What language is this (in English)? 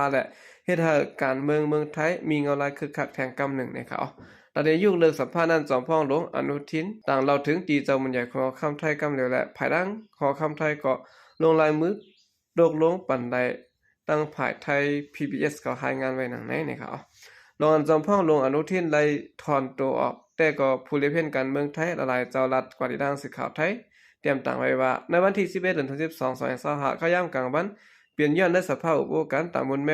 Shan